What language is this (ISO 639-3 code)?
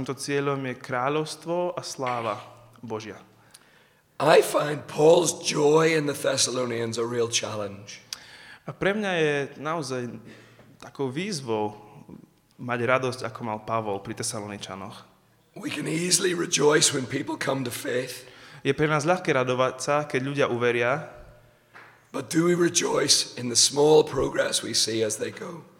slk